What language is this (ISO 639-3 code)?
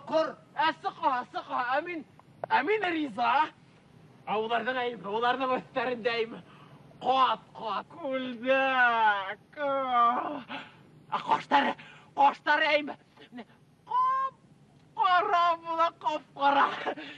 bak